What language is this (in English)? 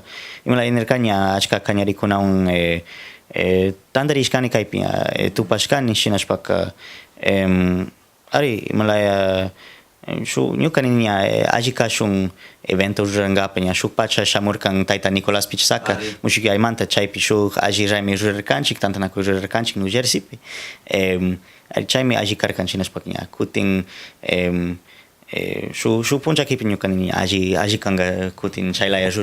Cañar Highland Quichua